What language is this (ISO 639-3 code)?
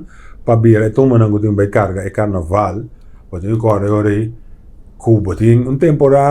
pap